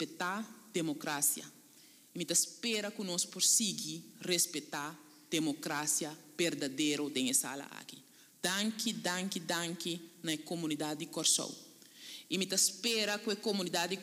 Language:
Papiamento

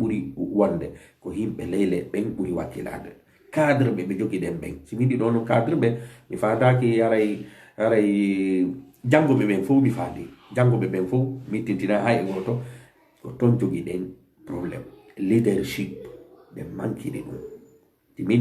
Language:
Fula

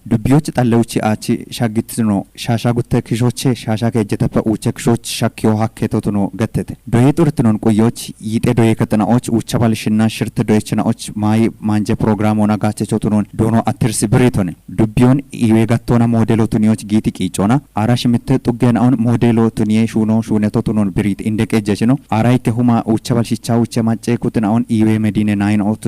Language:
Kafa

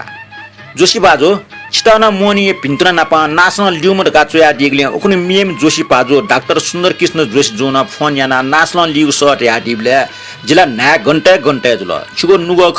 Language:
Newari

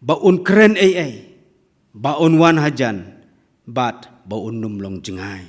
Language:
Khasi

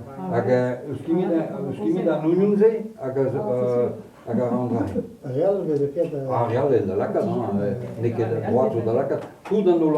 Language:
Breton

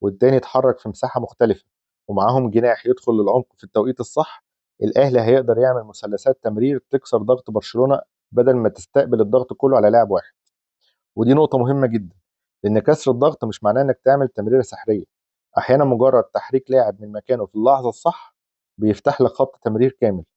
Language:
Egyptian Arabic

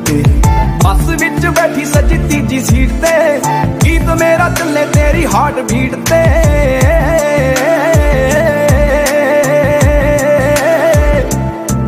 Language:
Punjabi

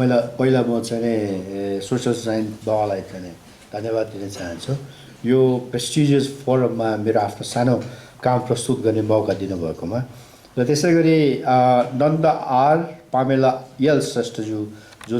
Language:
Nepali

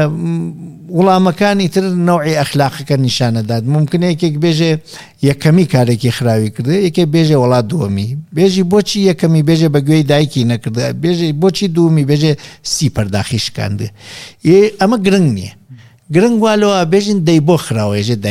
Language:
Central Kurdish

